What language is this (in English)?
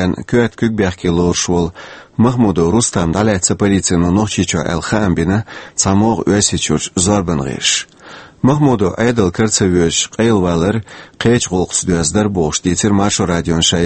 Chechen